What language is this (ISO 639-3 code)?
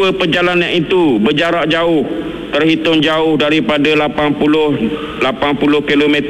msa